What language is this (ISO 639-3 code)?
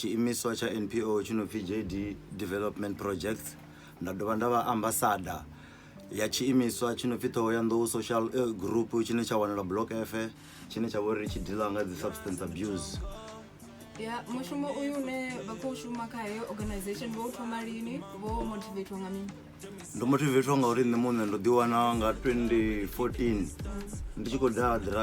ven